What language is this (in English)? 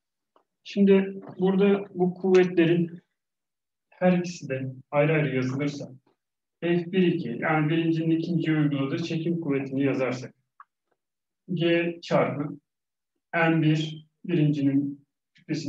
Turkish